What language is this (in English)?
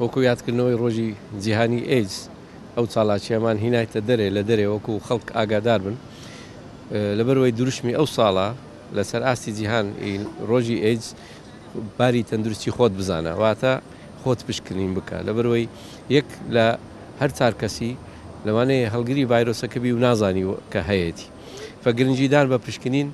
Central Kurdish